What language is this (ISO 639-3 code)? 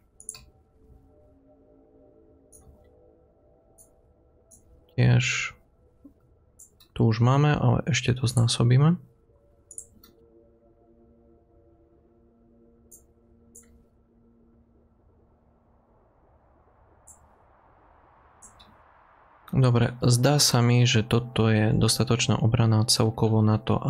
slk